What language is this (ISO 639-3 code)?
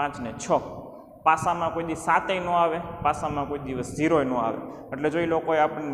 guj